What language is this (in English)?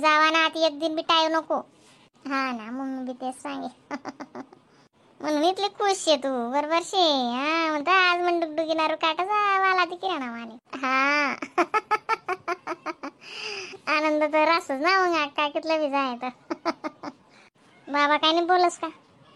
Khandesi